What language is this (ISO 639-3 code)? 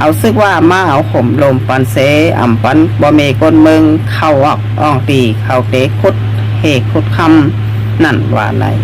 shn